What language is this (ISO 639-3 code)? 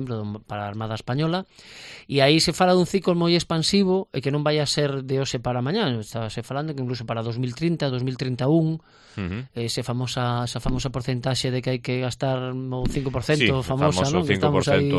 glg